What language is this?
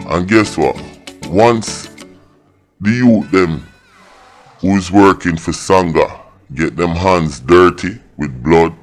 Jamaican Creole English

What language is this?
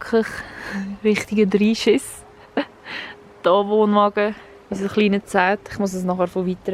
Swiss German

